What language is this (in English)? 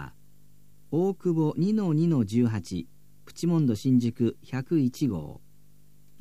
Japanese